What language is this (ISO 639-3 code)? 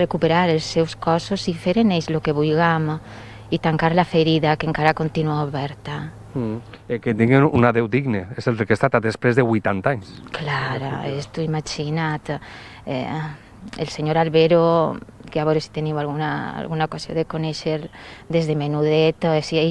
cat